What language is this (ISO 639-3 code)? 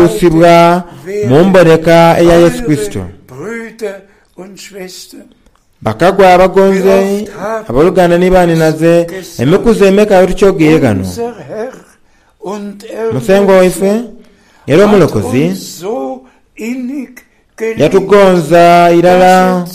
xog